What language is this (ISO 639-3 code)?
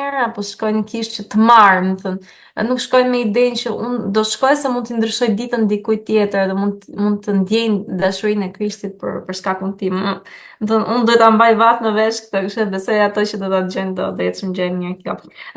sqi